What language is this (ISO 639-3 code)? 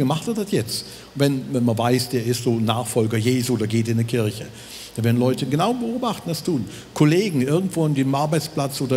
gsw